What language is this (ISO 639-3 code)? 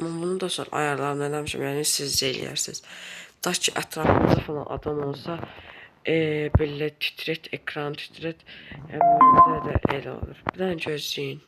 aze